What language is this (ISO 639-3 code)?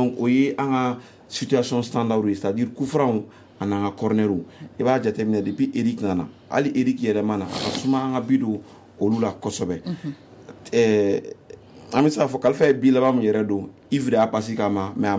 bam